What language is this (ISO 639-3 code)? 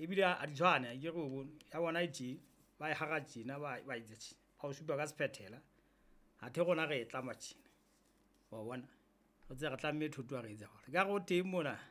sot